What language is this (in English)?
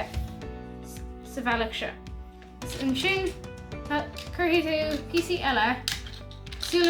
Irish